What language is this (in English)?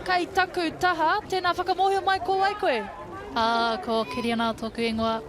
Māori